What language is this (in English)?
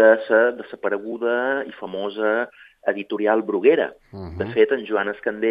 Catalan